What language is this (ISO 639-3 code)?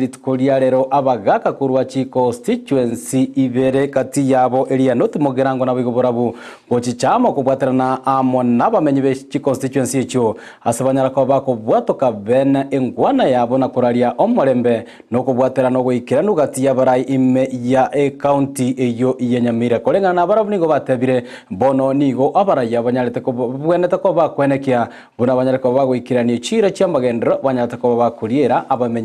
guz